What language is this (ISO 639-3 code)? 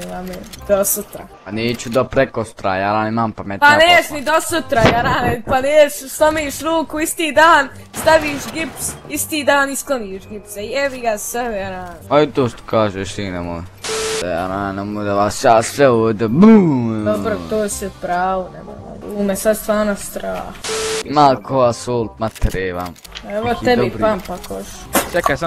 bos